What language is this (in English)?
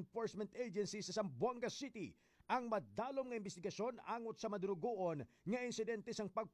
Hiligaynon